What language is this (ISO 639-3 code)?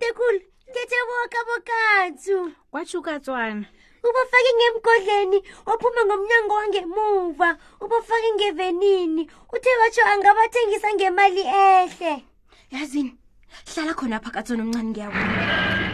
nbl